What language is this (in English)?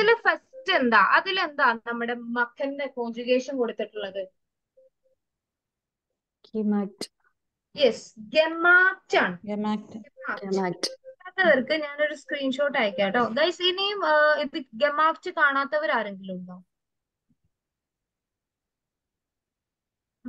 Malayalam